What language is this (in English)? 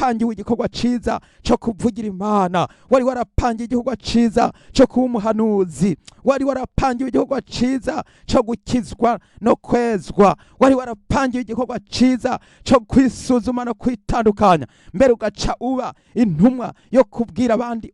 Rundi